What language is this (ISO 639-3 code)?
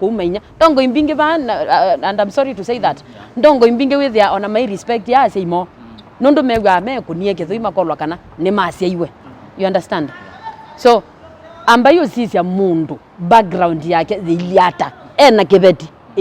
kam